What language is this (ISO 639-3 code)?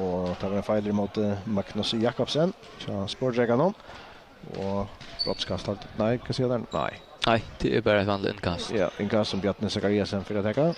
fao